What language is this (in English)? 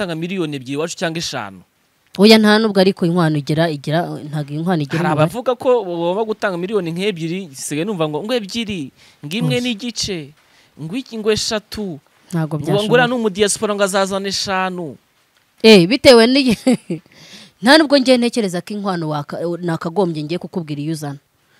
Kinyarwanda